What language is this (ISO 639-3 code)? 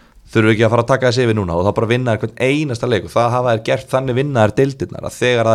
isl